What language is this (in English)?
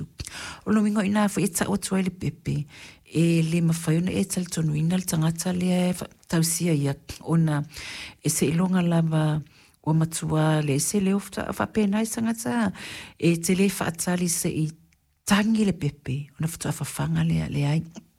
Samoan